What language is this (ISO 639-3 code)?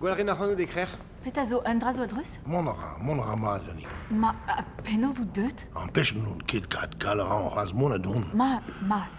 bre